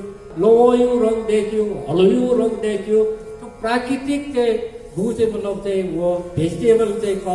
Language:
Newari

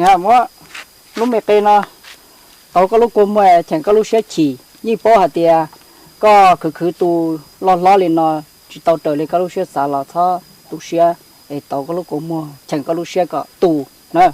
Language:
Hmong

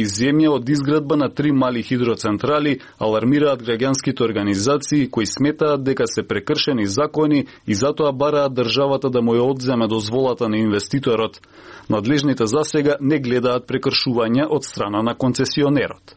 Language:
Macedonian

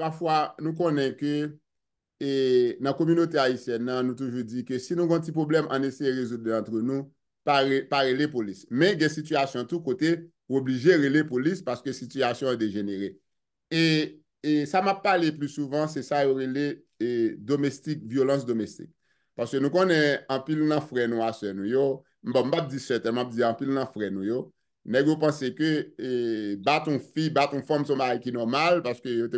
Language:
Haitian Creole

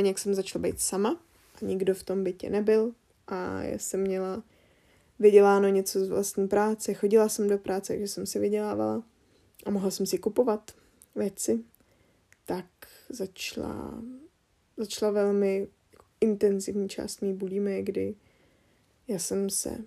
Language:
Czech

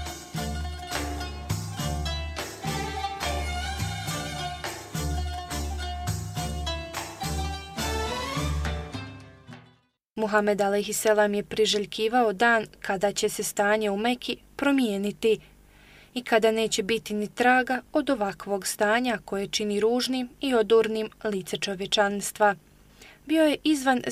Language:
Bosnian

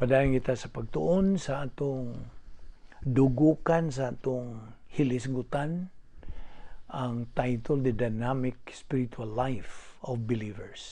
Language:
Cebuano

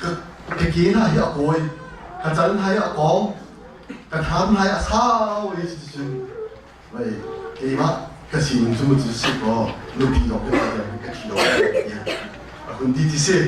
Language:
Hakha Chin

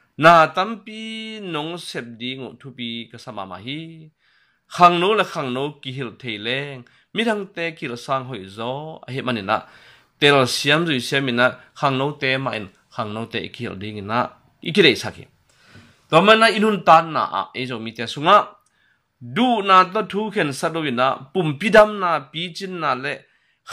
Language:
Tedim Chin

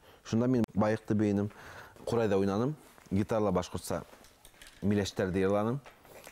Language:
Bashkir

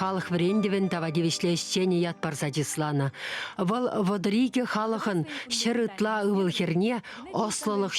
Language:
Chuvash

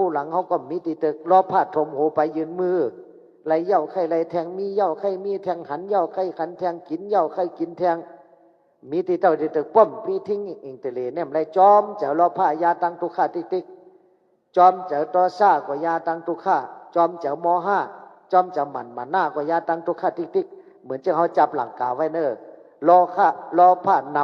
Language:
Shan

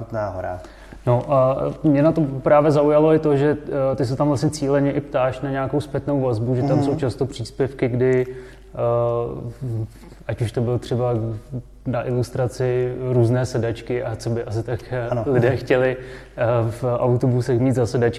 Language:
Czech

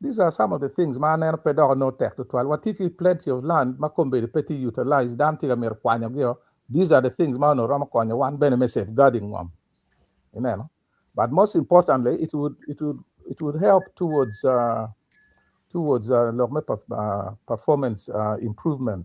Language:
Acoli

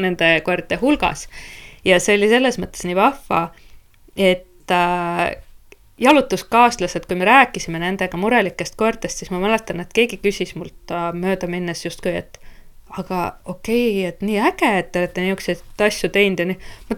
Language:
Estonian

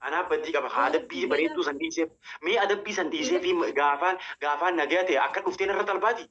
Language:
Oromo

